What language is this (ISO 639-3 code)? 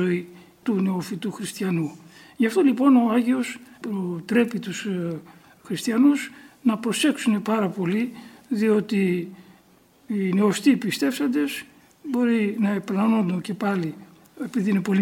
ell